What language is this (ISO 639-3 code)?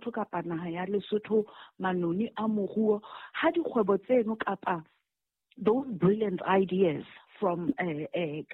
sot